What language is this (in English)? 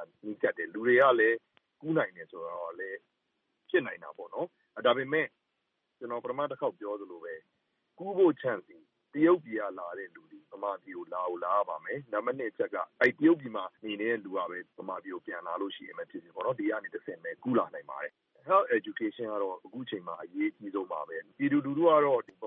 Burmese